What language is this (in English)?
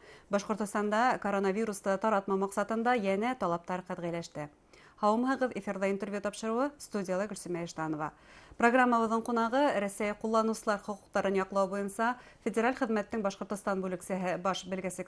Bashkir